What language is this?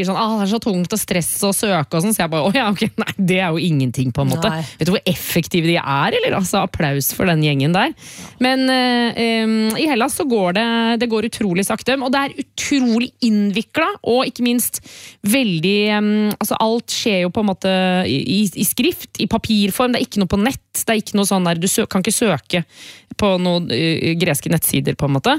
Norwegian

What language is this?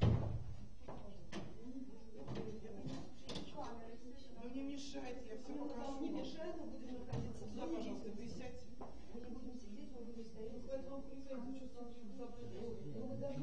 Russian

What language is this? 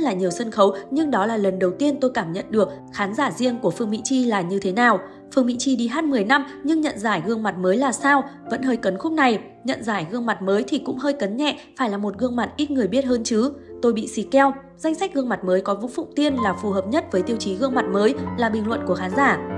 Vietnamese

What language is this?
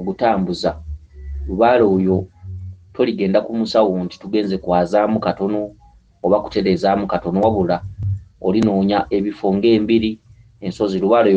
Ganda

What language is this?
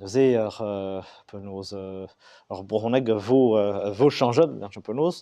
Breton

